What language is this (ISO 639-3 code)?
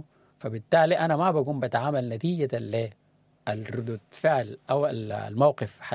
apd